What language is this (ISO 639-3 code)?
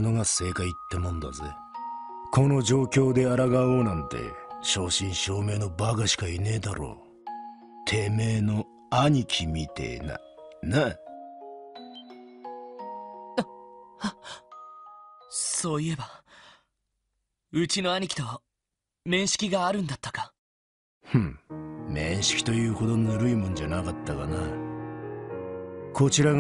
jpn